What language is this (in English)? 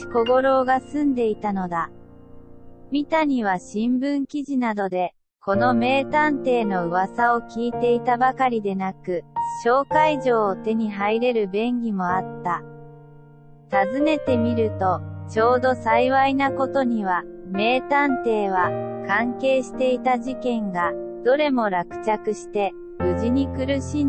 Japanese